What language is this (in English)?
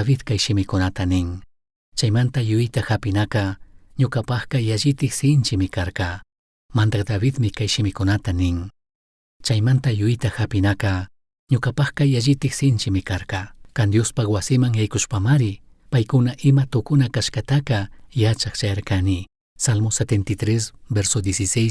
Chimborazo Highland Quichua